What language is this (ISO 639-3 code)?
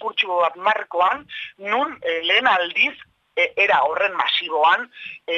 eus